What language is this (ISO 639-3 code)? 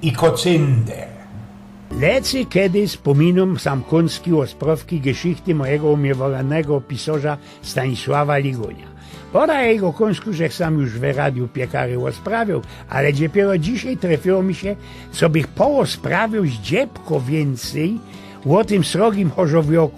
szl